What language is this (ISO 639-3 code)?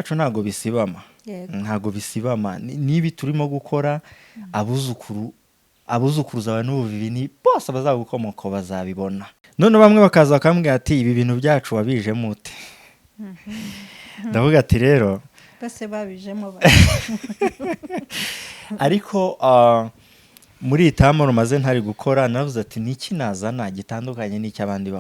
kin